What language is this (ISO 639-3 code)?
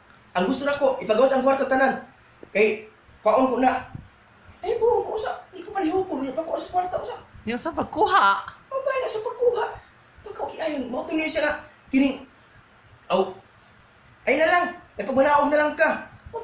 ceb